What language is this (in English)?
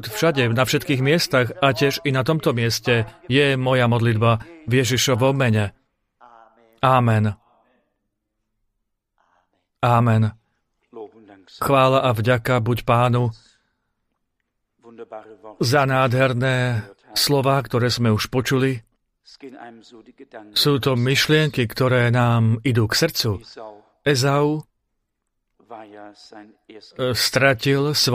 Slovak